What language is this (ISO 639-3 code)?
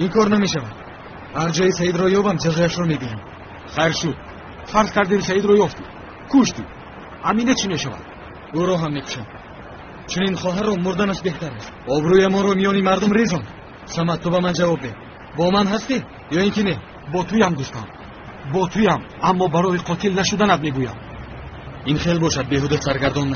tgk